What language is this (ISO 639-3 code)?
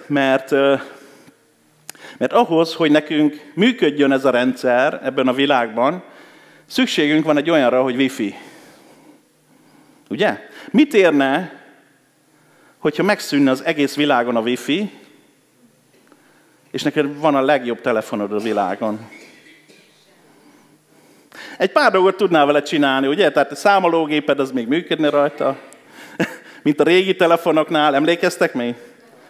hun